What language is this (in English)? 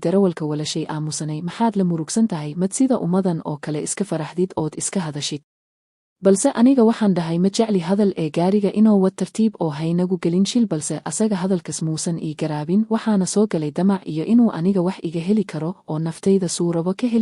Somali